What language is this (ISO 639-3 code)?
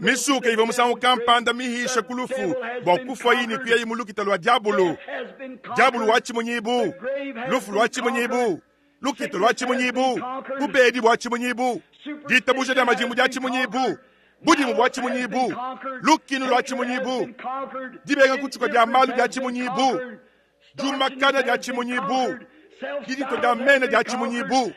lua